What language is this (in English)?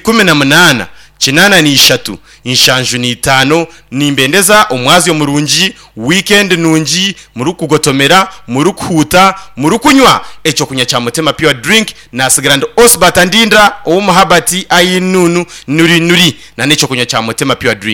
Nyankole